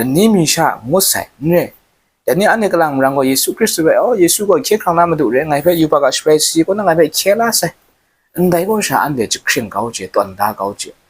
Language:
Kachin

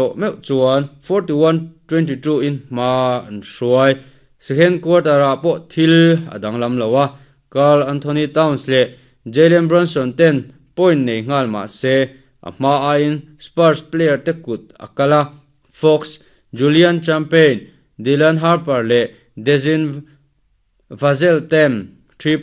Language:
Mizo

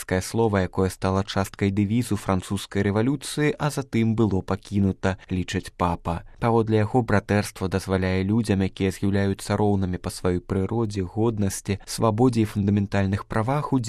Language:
Belarusian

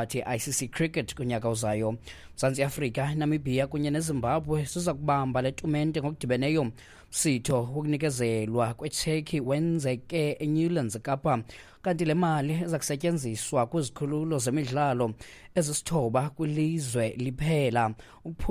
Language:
Xhosa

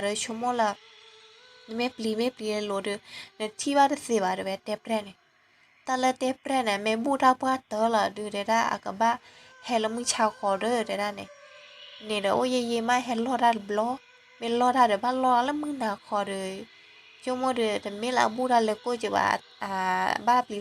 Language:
S'gaw Karen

